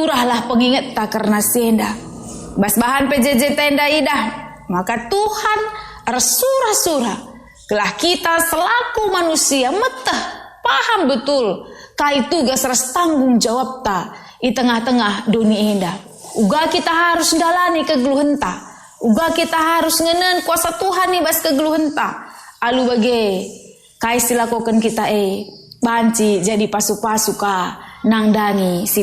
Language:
Batak Karo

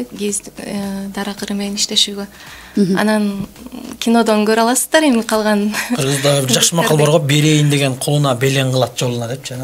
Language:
Kyrgyz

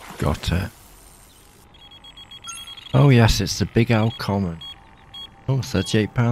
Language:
English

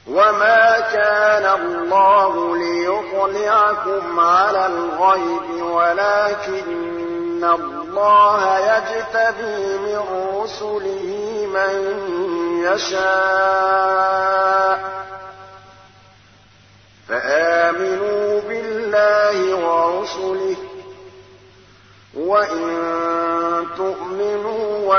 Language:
Arabic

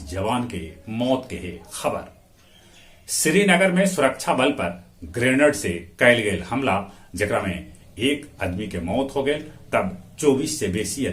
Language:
Magahi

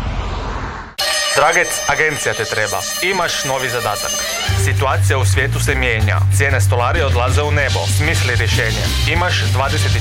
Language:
Croatian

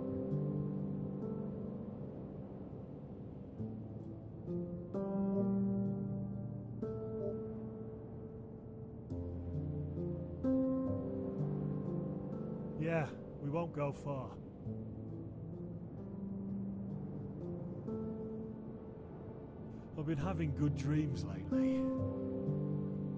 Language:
English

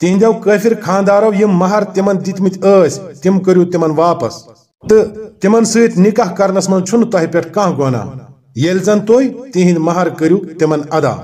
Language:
Kashmiri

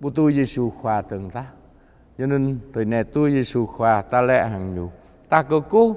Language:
Jarai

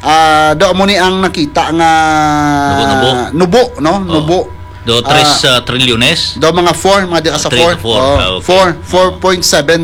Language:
Hiligaynon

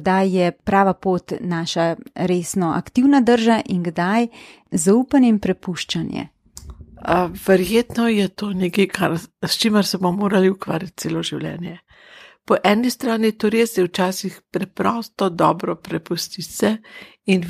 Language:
Slovenian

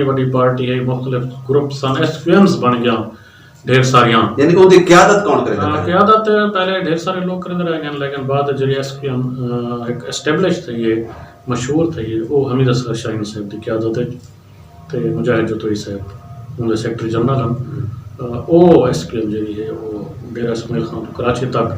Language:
Saraiki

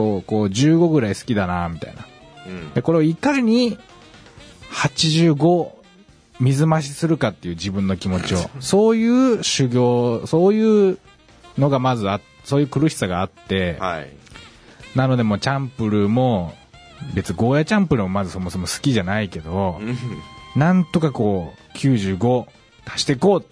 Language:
Japanese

